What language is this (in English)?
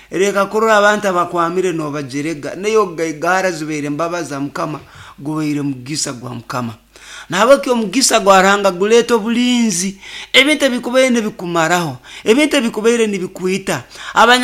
Nyoro